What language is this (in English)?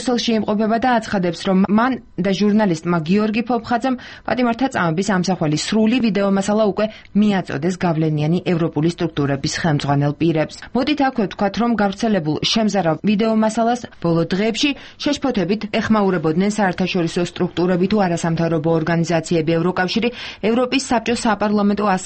Georgian